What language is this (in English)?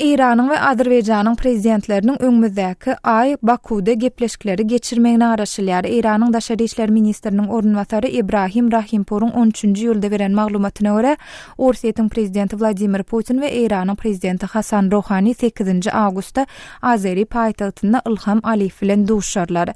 Turkmen